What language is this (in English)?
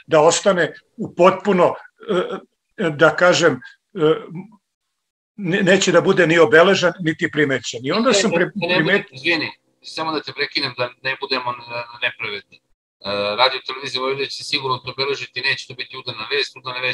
Serbian